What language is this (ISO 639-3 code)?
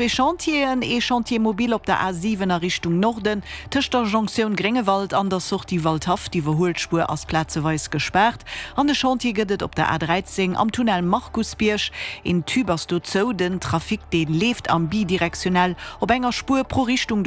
ltz